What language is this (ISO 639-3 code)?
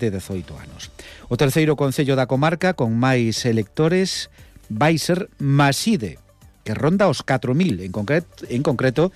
glg